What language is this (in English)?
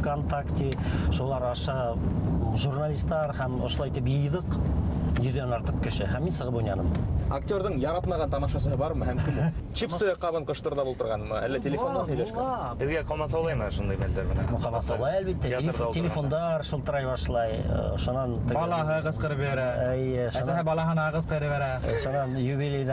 Bashkir